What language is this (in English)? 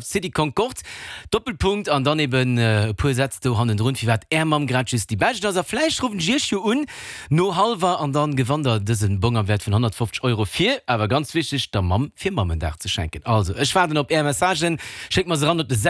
Luxembourgish